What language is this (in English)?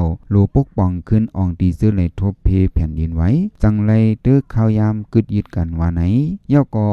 Shan